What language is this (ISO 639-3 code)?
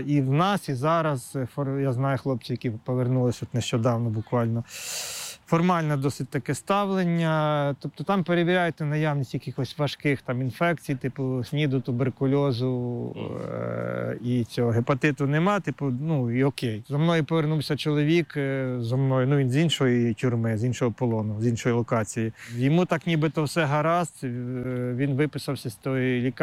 ukr